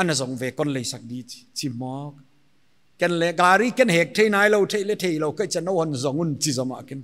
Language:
Paite Chin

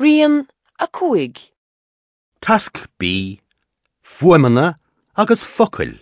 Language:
Irish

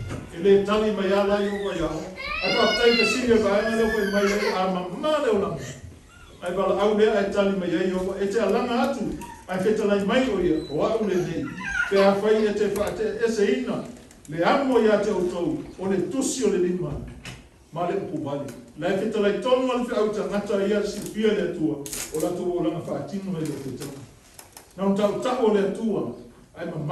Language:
Samoan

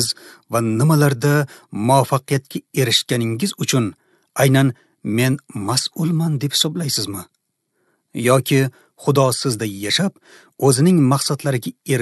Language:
Uzbek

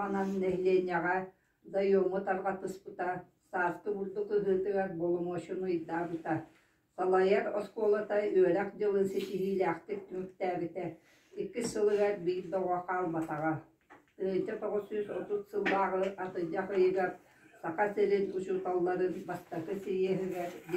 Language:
Yakut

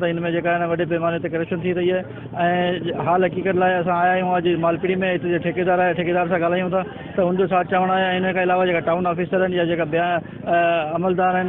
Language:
Sindhi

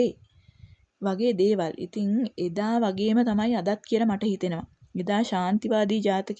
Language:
Sinhala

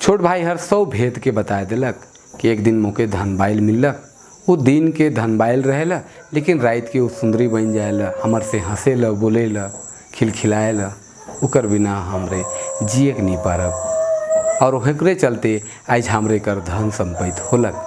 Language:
Sadri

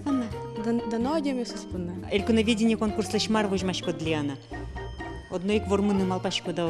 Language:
Udmurt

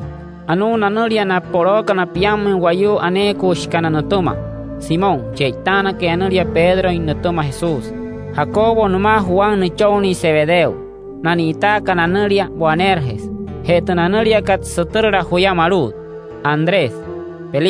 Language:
Wayuu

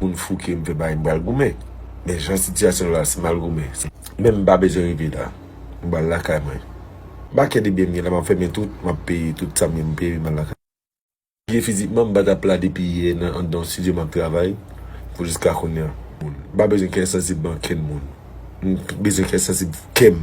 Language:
Haitian Creole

